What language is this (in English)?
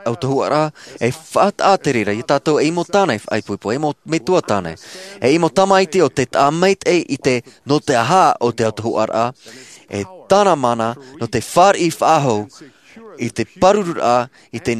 Tahitian